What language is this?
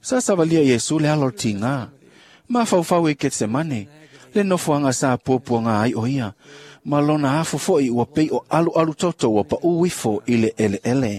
Samoan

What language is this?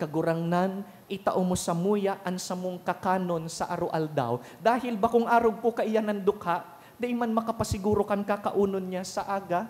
Bikol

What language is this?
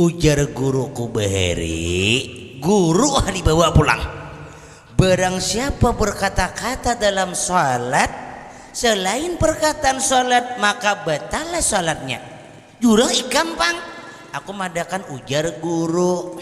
Banjar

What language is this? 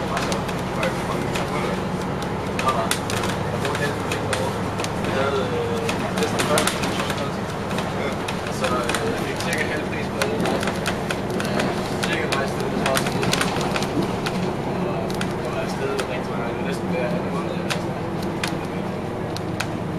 Danish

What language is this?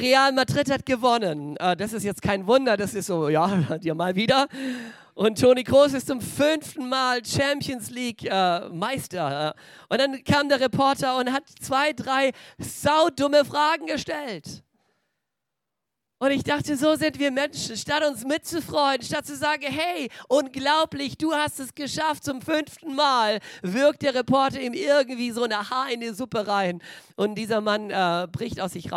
German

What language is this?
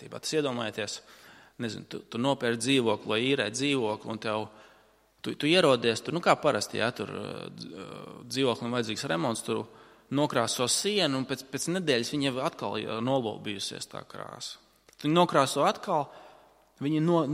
Latvian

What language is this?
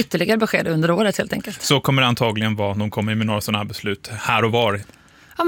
Swedish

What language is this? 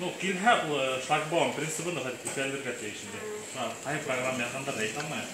Bashkir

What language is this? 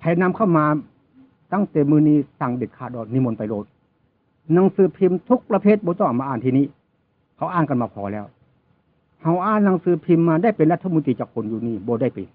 Northeastern Thai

